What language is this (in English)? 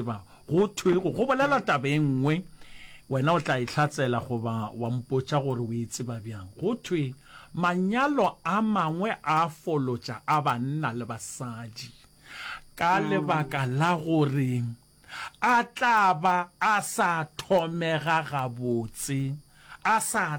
Northern Sotho